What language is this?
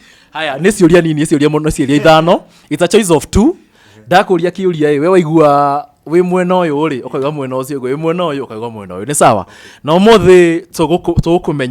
Kikuyu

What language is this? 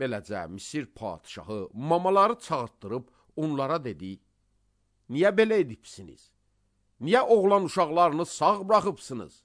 Azerbaijani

